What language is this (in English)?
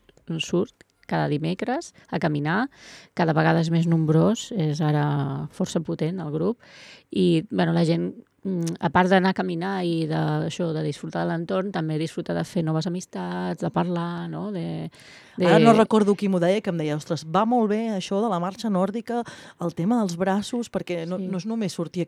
Catalan